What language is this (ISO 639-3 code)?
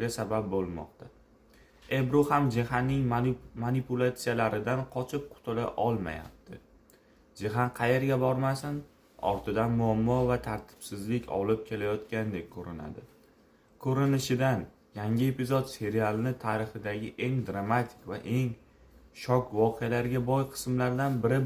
uzb